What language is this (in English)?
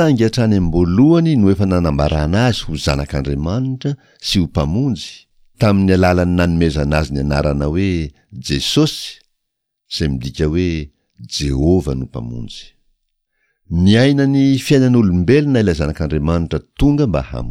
Malagasy